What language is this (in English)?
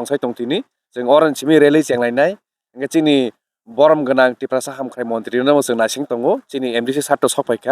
Kok Borok